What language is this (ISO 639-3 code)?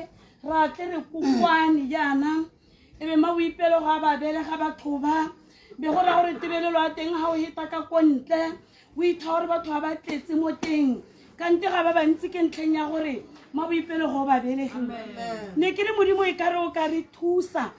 tsn